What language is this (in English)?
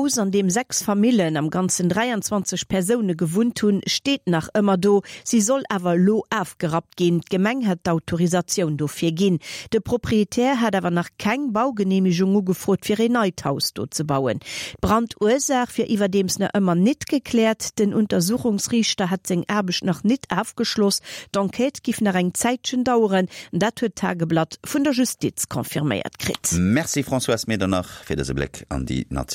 Luxembourgish